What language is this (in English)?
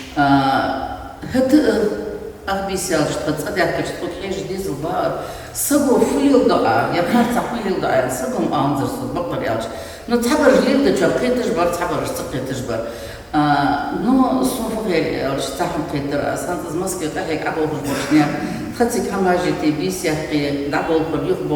Ingush